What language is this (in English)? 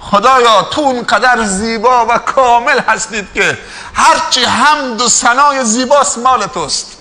Persian